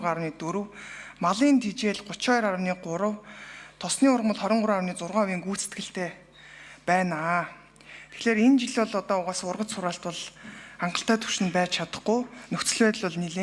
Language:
Mongolian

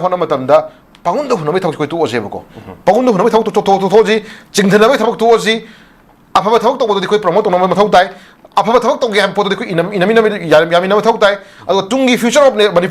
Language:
Manipuri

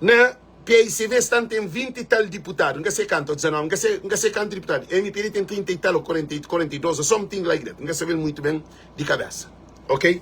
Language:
Kabuverdianu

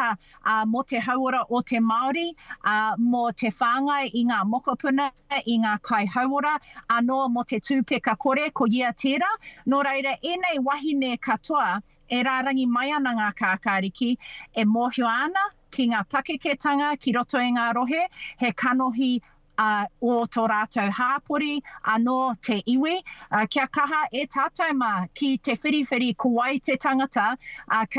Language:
Māori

